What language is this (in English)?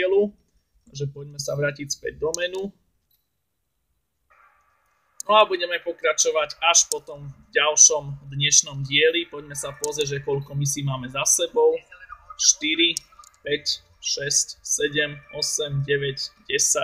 Slovak